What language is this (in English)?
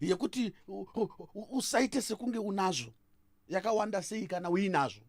Shona